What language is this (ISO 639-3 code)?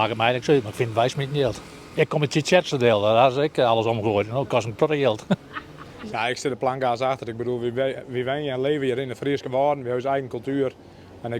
fry